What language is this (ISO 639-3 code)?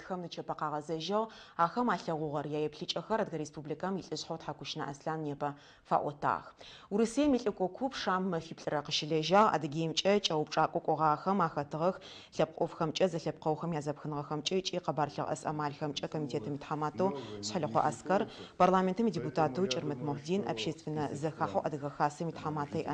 ady